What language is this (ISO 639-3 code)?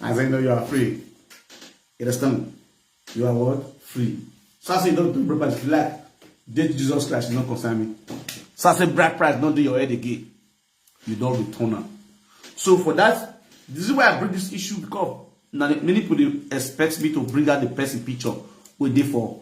pcm